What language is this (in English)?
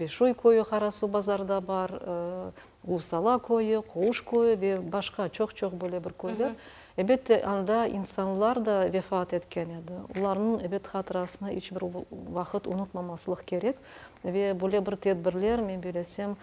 Crimean Tatar